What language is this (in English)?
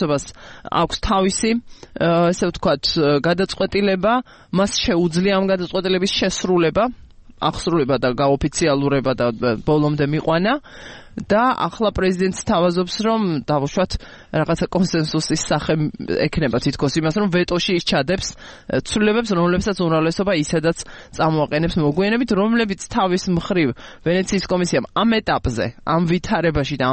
Georgian